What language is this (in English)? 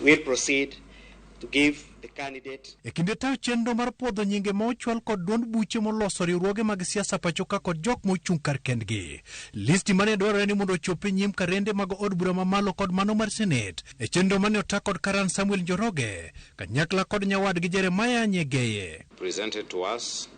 Luo (Kenya and Tanzania)